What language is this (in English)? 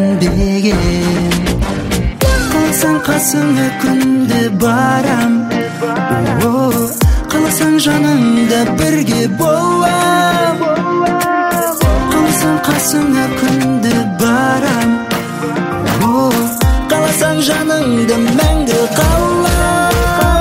Kazakh